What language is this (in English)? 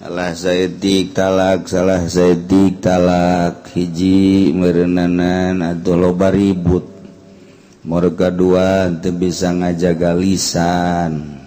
Sundanese